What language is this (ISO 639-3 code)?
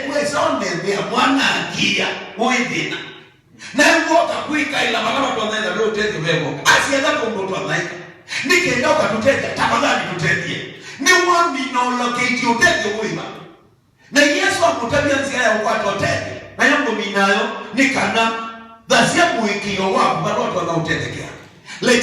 kam